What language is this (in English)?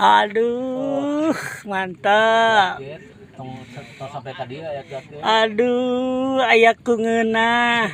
Sundanese